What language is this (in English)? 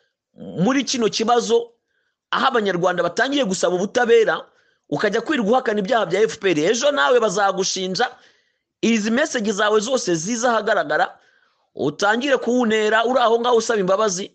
Kinyarwanda